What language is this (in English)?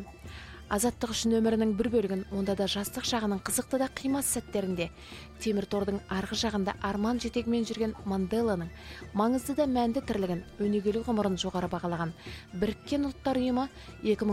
Kazakh